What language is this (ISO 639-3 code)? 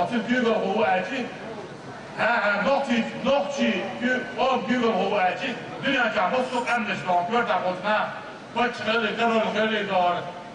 che